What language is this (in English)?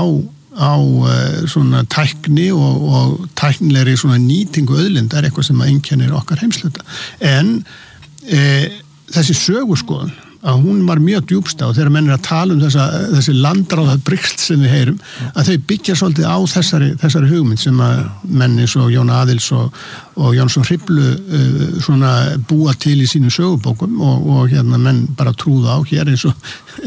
Icelandic